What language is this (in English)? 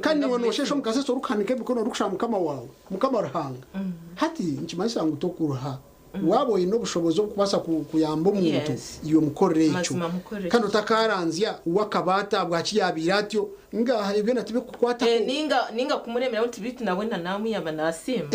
Nyankole